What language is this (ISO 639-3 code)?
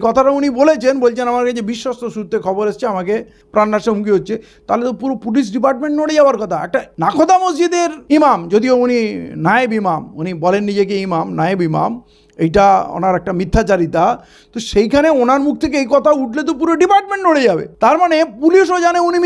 ben